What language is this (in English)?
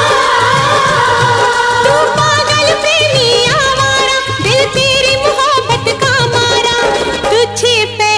Hindi